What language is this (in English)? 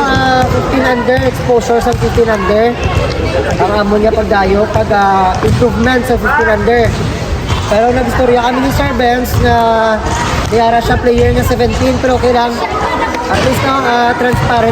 Hiligaynon